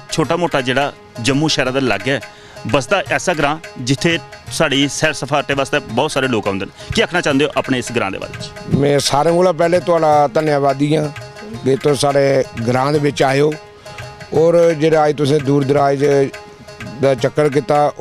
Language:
Dogri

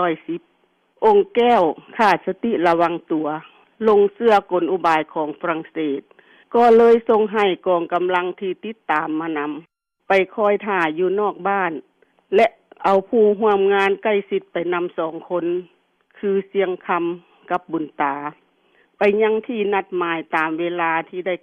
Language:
Lao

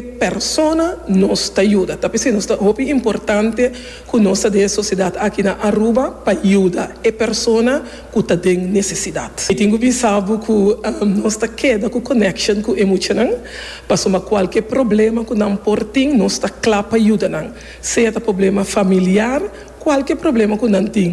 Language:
Papiamento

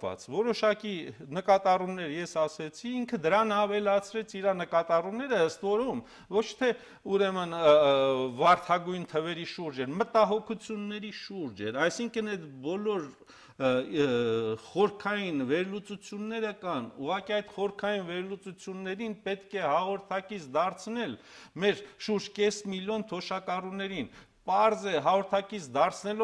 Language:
Armenian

